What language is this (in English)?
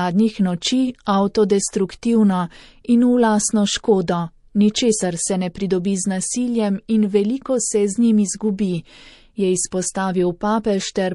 Slovenian